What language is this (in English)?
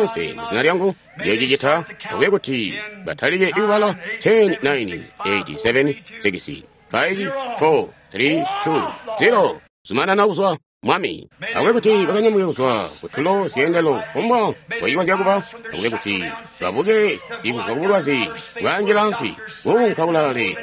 Tonga (Zambia)